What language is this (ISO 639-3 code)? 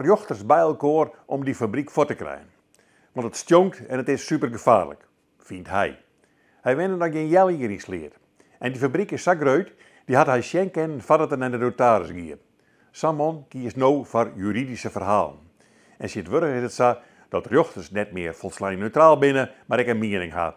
fry